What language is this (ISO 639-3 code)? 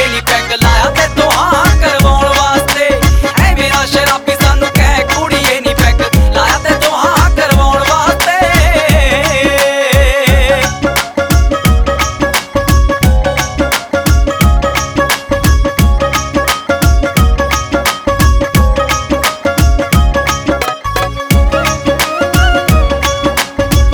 pan